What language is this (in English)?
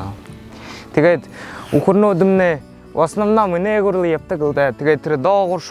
Buriat